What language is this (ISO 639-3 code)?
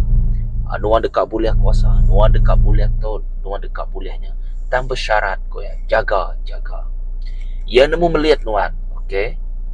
iba